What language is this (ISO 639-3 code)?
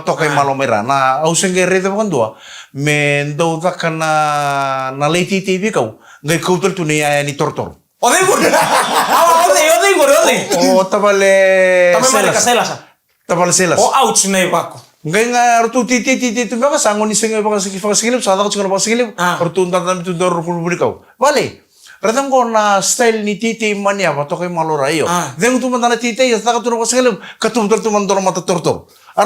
fij